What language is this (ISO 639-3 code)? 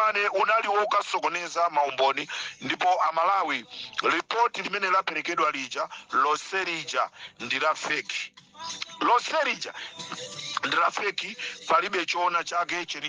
nya